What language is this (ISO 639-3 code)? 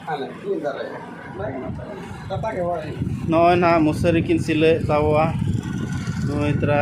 sat